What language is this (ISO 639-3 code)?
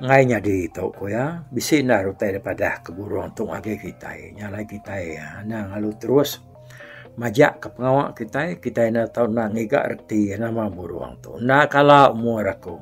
iba